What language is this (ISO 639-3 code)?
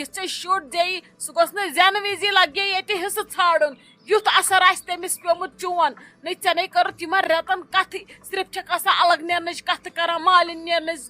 kas